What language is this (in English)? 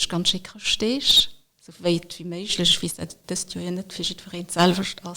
Luxembourgish